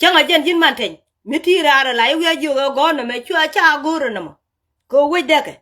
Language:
Nuer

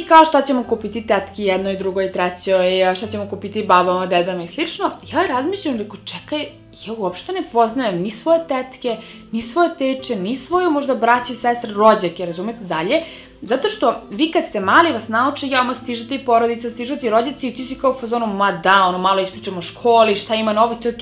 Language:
Serbian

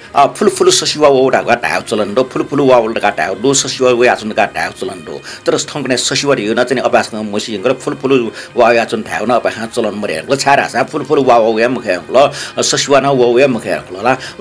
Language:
Newari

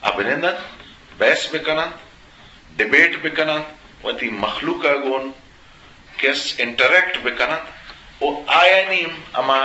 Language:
Eastern Balochi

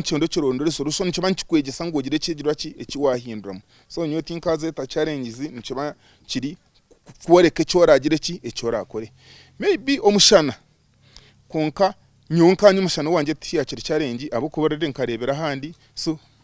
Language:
Nyankole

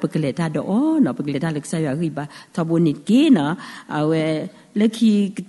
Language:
S'gaw Karen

